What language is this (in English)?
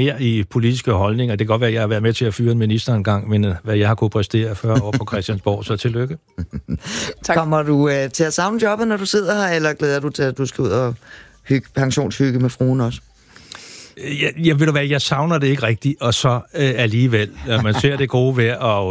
Danish